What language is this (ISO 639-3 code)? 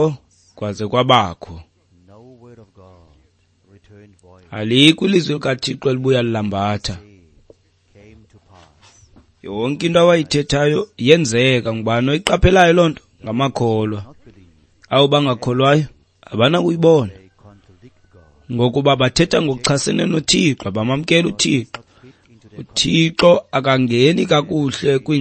xho